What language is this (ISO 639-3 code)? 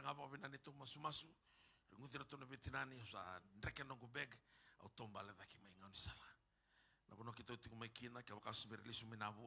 fij